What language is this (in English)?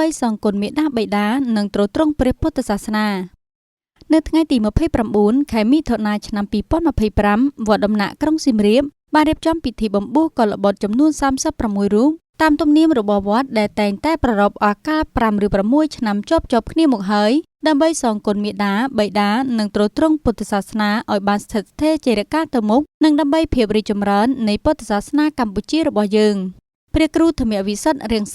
Khmer